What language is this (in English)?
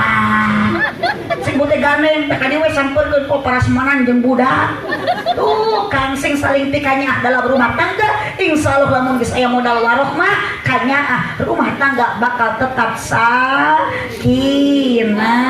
Sundanese